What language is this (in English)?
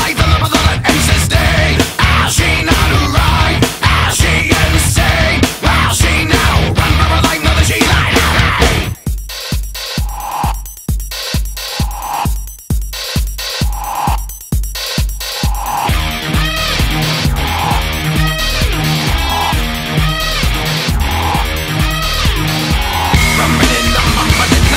English